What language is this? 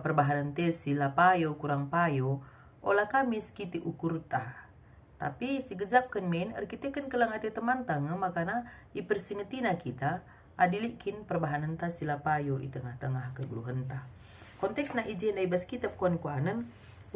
Batak Karo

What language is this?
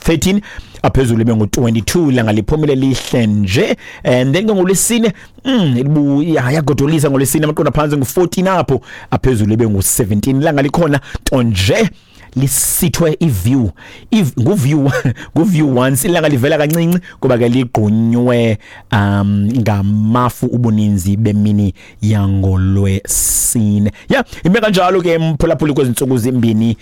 Xhosa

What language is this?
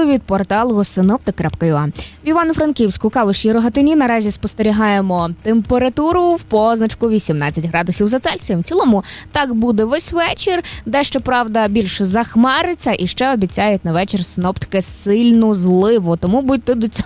Ukrainian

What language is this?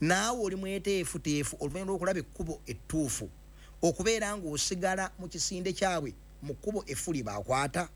Ganda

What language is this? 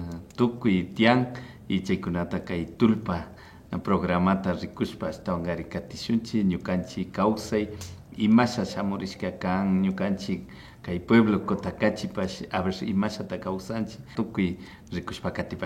Imbabura Highland Quichua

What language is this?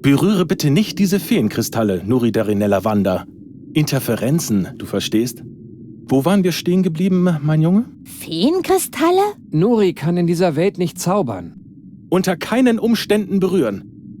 Bavarian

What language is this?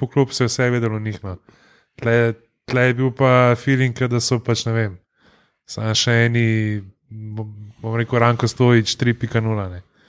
Slovenian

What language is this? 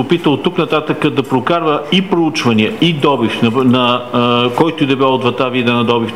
Bulgarian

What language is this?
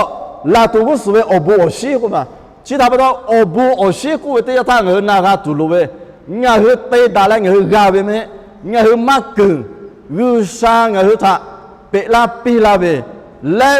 Lahu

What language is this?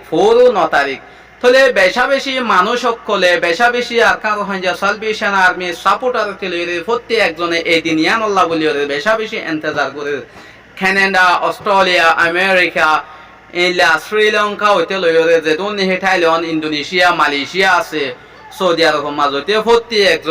Rohingya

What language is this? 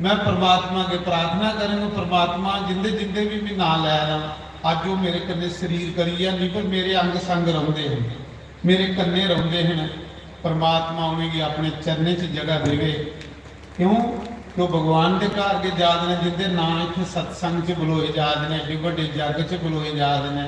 Dogri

